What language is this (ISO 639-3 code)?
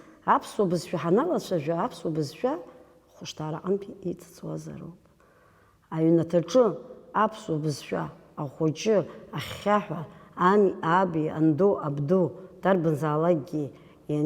abk